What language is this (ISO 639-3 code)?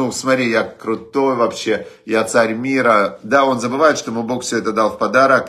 rus